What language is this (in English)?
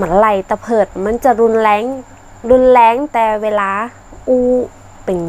Northern Thai